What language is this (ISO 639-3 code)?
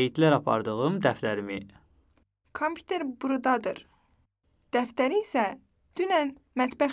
aze